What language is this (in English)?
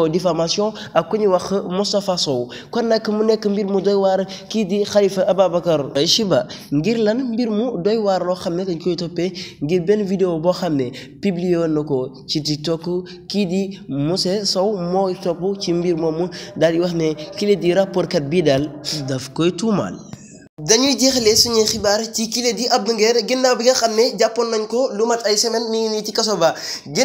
Wolof